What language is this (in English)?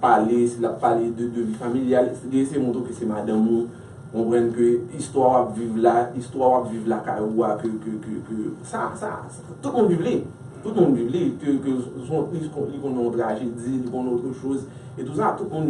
Haitian Creole